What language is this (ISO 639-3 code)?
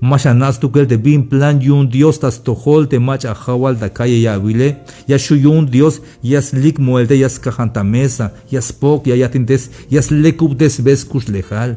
tzh